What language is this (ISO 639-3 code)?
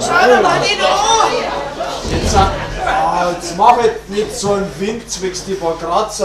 bar